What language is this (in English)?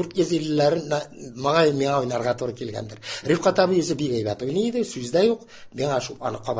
Tatar